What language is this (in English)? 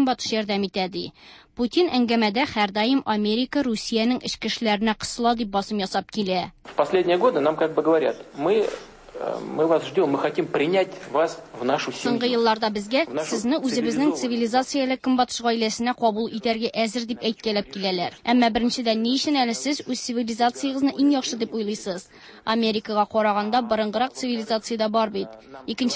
Tatar